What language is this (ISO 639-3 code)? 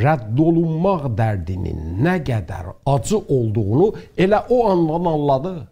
azb